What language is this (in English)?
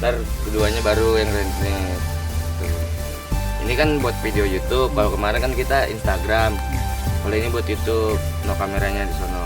Betawi